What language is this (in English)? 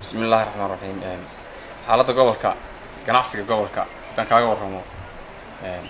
Somali